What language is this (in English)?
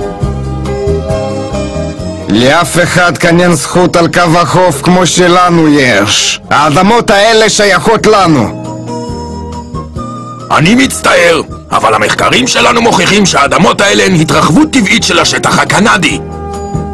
Hebrew